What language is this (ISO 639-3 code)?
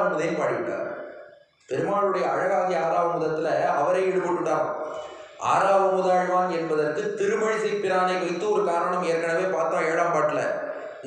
tam